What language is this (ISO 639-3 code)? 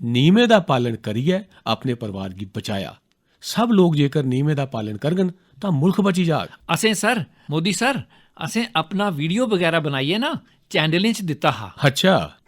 doi